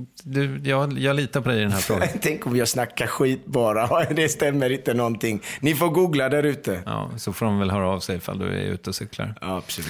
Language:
Swedish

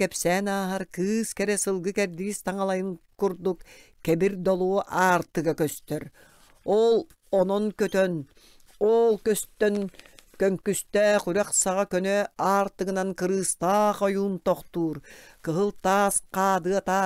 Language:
Yakut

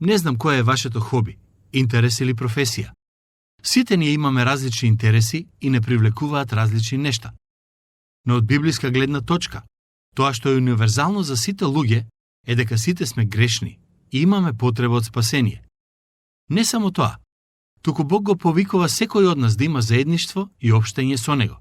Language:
Macedonian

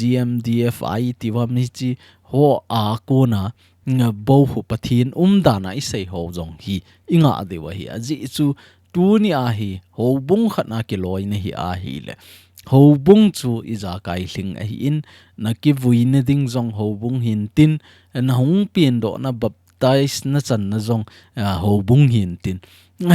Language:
Thado Chin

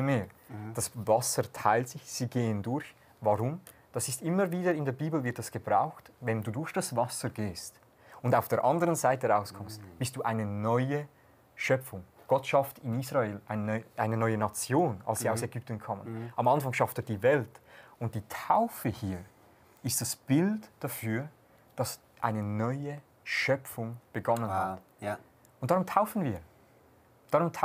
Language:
Swiss German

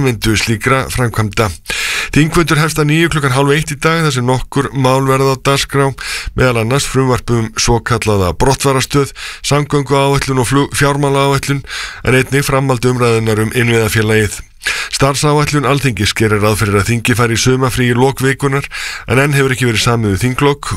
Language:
Icelandic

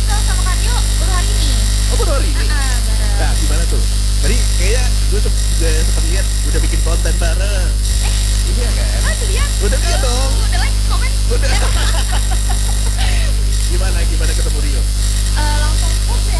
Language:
Indonesian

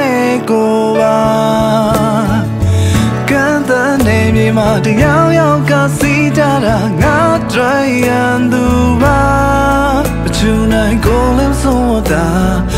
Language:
Burmese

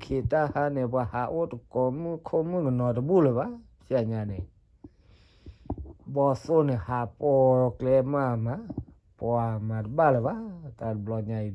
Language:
S'gaw Karen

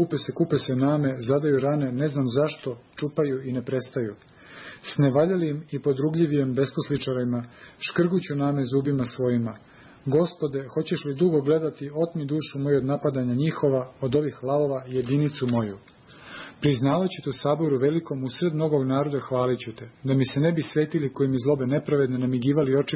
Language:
Serbian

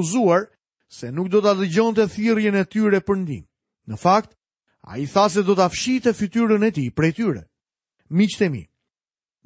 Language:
Albanian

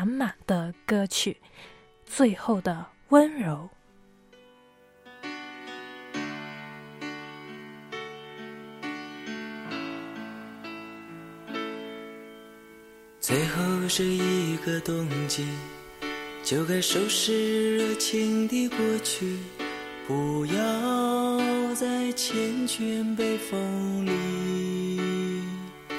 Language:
Chinese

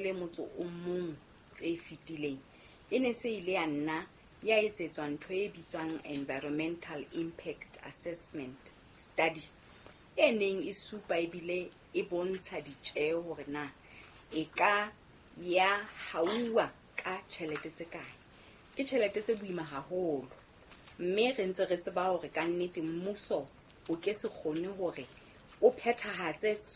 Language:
Southern Sotho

